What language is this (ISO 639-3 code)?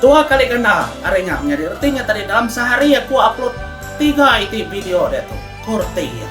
iba